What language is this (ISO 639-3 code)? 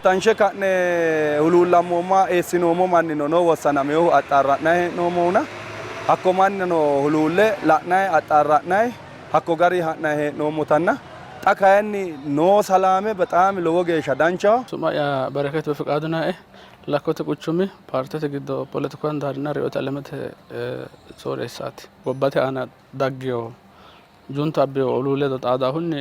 sid